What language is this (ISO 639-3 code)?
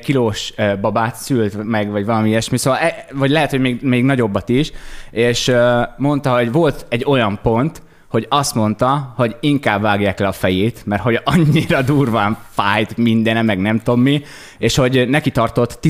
hun